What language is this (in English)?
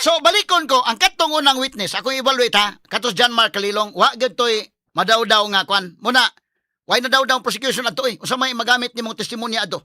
Cebuano